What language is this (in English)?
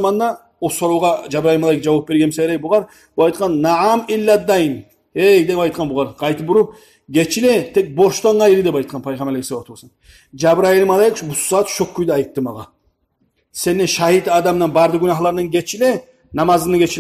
Kumyk